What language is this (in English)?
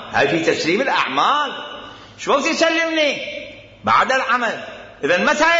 Mesopotamian Arabic